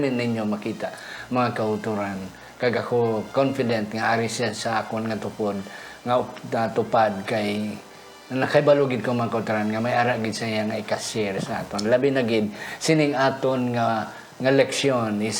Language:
Hiligaynon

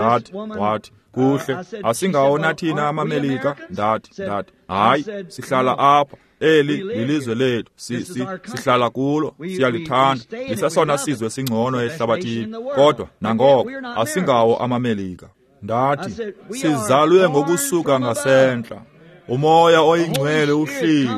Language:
Xhosa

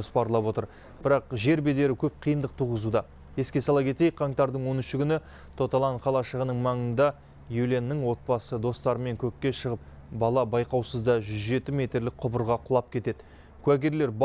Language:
Kazakh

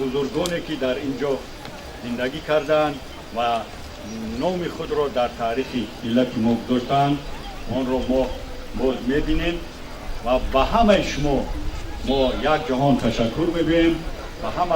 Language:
Tajik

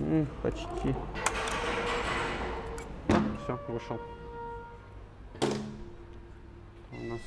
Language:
Russian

